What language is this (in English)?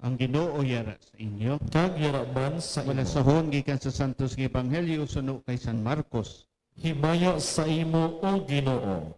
Hiligaynon